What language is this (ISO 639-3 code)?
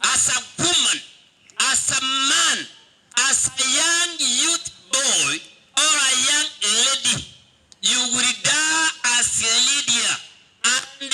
guz